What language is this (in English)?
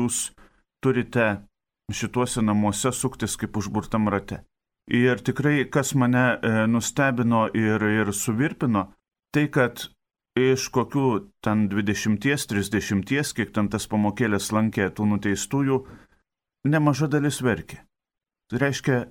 Lithuanian